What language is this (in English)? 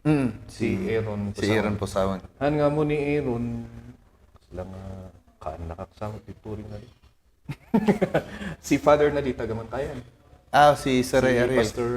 Kankanaey